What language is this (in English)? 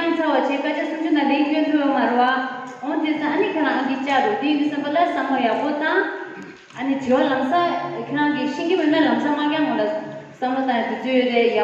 Tibetan